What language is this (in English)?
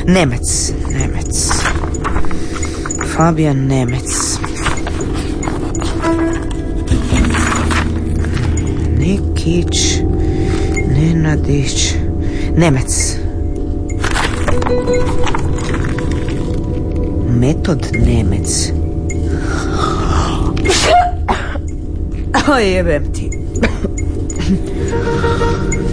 Croatian